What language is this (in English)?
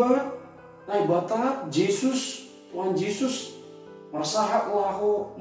Batak Simalungun